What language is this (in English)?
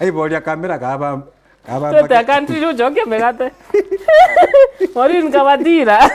Meru